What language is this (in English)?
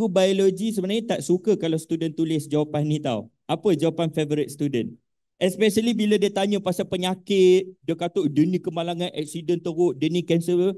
Malay